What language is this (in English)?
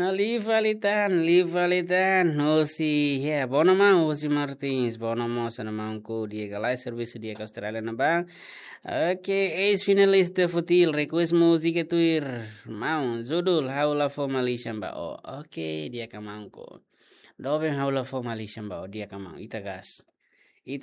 Tetum